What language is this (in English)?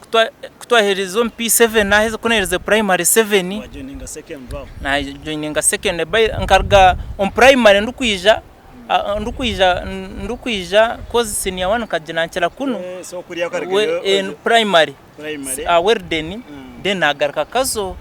Nyankole